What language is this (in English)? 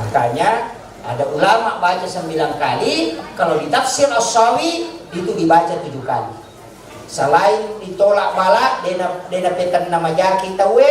Buginese